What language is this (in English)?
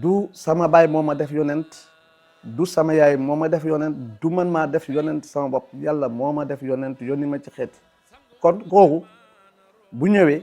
Wolof